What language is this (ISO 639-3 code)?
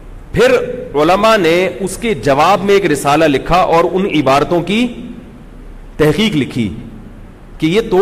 urd